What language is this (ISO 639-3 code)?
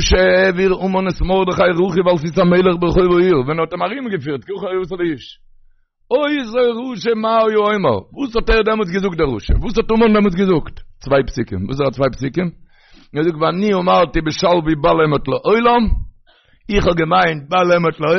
yid